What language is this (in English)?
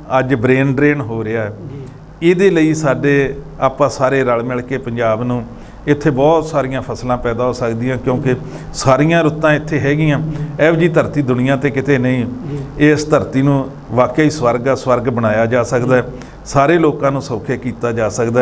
Punjabi